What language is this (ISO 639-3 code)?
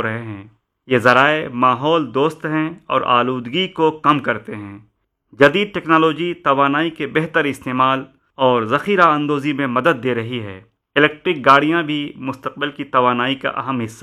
urd